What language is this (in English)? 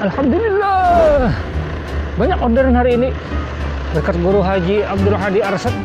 Banjar